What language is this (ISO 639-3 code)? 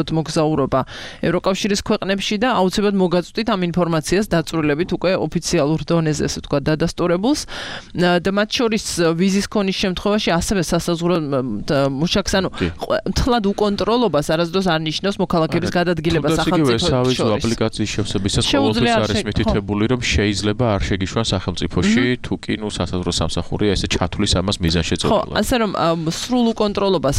kat